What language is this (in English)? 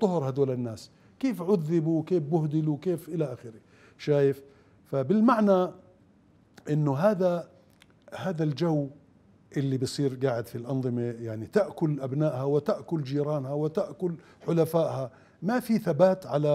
Mesopotamian Arabic